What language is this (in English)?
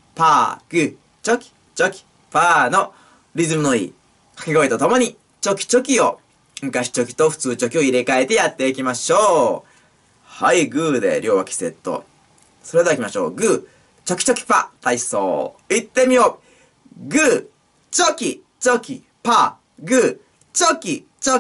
Japanese